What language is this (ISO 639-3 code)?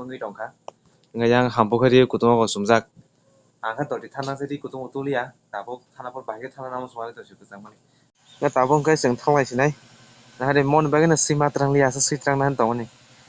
trp